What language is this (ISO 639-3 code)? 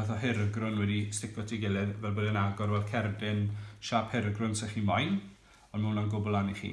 cym